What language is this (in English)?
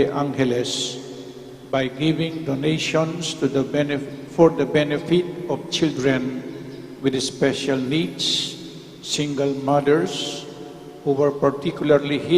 Pampanga